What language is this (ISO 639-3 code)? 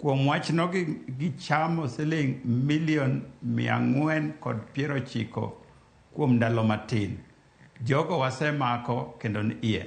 luo